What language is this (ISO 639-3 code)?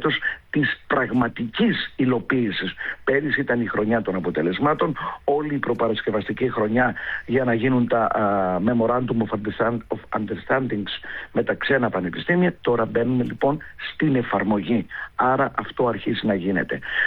ell